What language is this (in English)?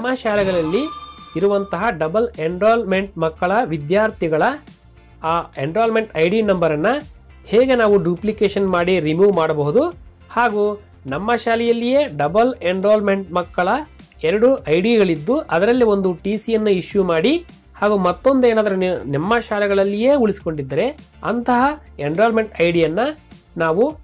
Kannada